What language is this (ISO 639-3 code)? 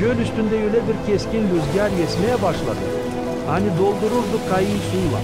gag